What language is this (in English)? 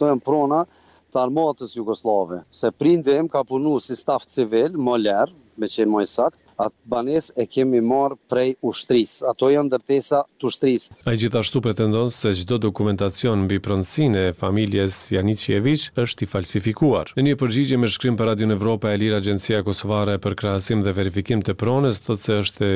Albanian